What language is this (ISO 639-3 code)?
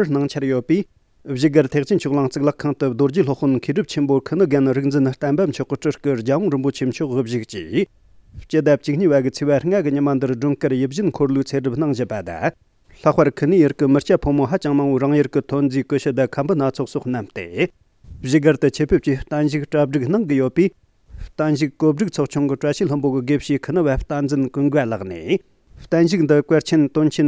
bod